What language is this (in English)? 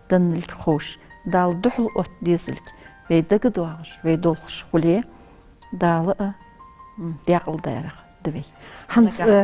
Ingush